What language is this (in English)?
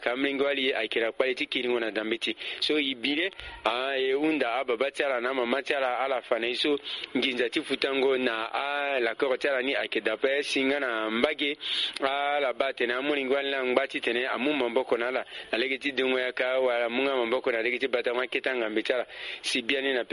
Sango